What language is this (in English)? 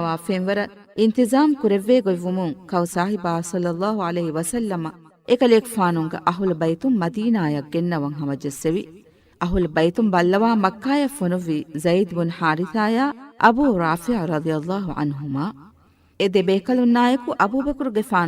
Divehi